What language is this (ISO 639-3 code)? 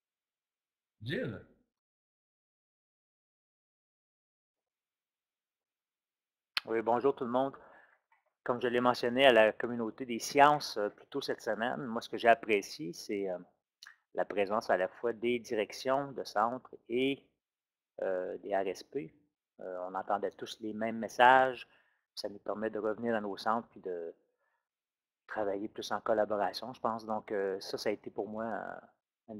fra